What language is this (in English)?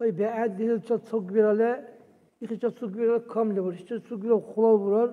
Dargwa